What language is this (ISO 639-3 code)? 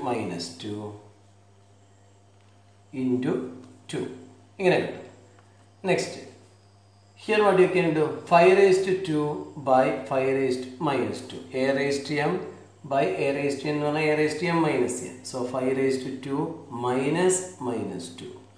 mal